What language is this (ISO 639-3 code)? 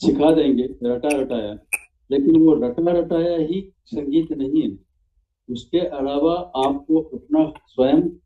hin